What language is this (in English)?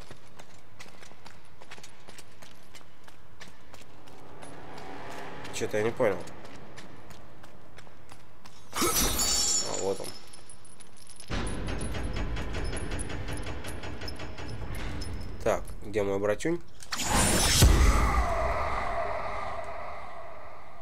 Russian